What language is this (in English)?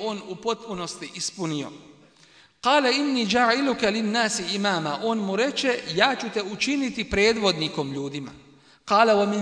Bosnian